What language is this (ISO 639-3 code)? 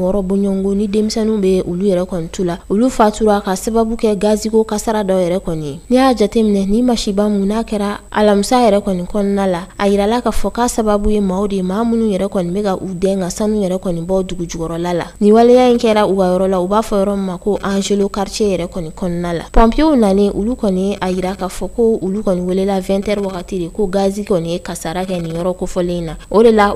bam